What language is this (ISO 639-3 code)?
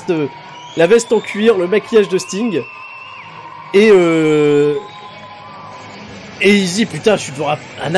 fra